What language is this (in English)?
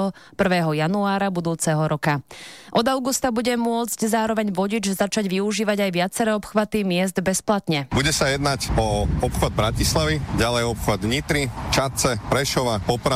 Slovak